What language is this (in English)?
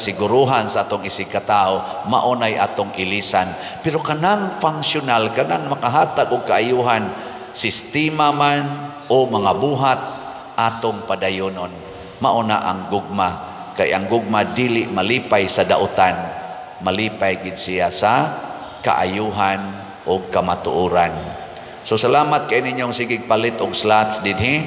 Cebuano